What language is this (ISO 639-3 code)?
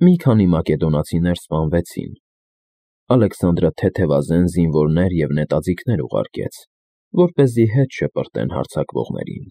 hye